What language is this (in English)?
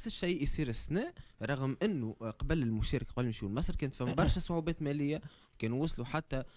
Tunisian Arabic